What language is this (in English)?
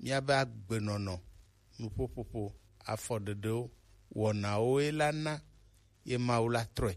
Gen